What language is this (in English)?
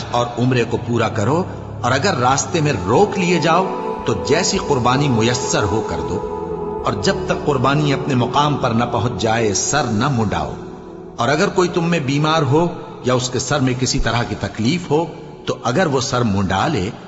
Urdu